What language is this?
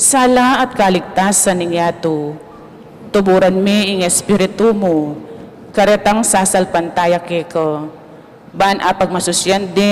Pampanga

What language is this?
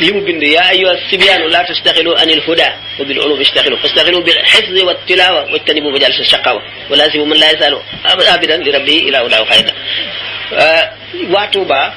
Wolof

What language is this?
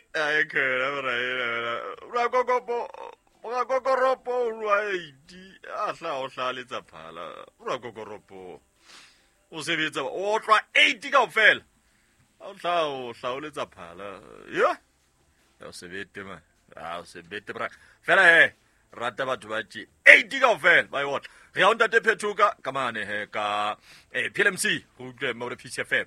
Southern Sotho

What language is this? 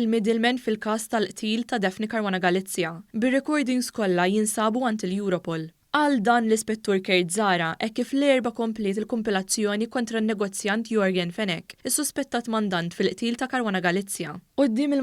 Maltese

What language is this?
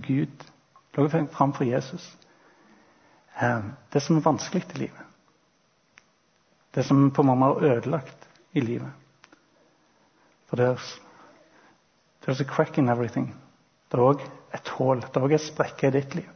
Norwegian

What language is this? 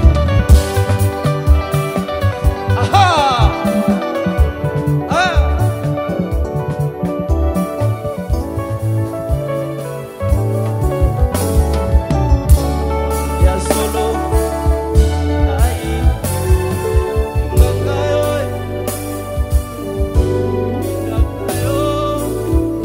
Lingala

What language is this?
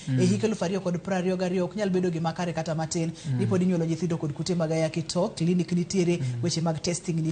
Luo (Kenya and Tanzania)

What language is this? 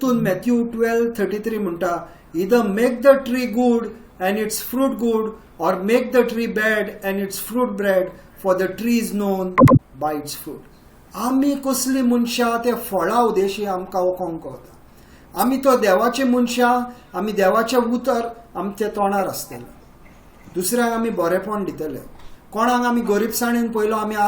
Konkani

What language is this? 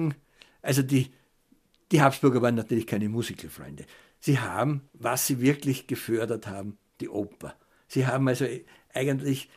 German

